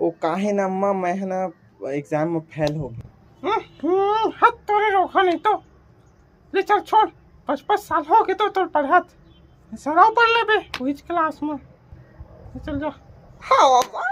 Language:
Chhattisgarhi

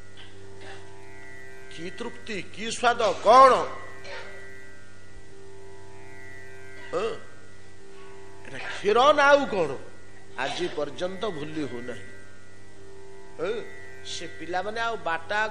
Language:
Odia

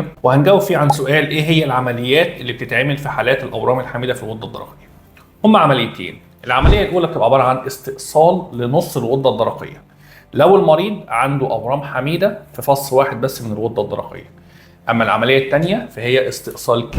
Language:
Egyptian Arabic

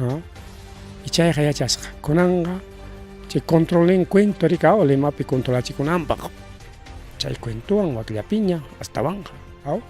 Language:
Ayacucho Quechua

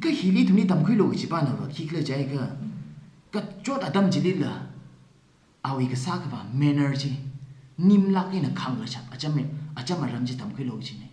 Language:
Tangkhul Naga (India)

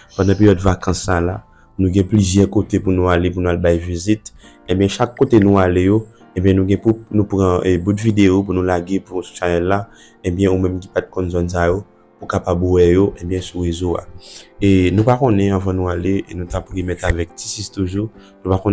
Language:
Haitian Creole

